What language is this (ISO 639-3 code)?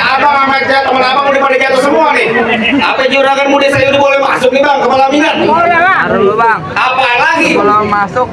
bew